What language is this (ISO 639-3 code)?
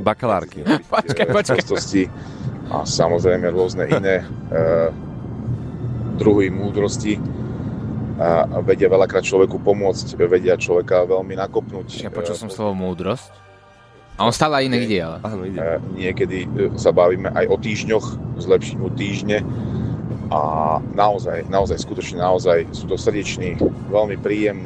slk